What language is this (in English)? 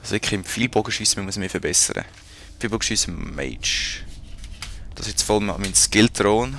Swiss German